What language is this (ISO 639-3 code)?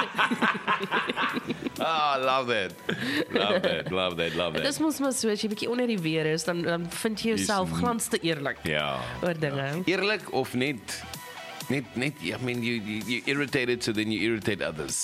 afr